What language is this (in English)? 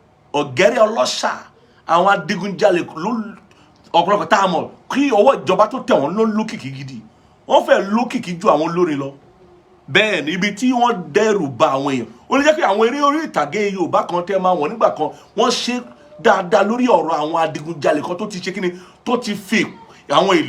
Yoruba